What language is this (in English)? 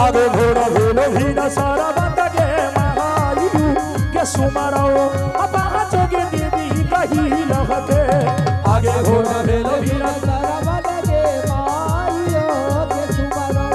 Angika